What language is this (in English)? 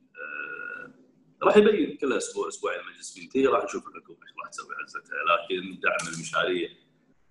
Gulf Arabic